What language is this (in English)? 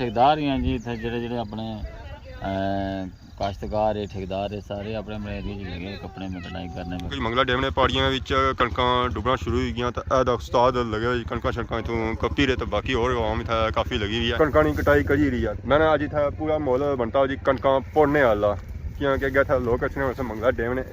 Pahari-Potwari